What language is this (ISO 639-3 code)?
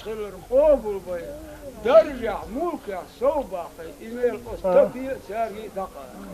che